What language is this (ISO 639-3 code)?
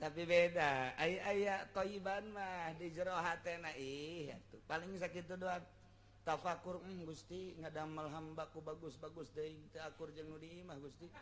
sun